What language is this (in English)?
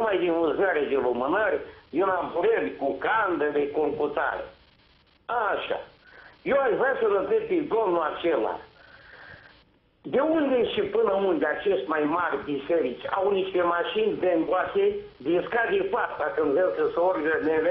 Romanian